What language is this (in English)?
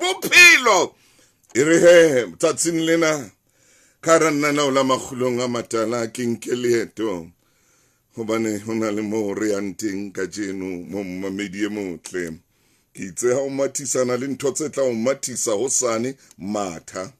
Southern Sotho